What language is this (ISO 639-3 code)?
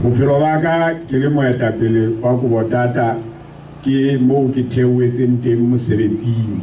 sot